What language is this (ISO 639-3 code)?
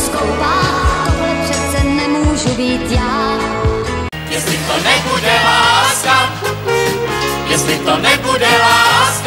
ces